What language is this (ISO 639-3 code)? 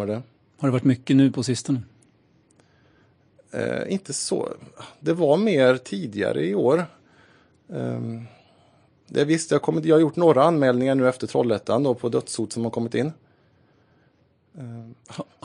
swe